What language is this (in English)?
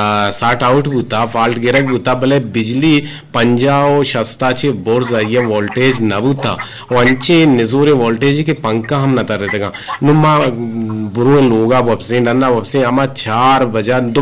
Eastern Balochi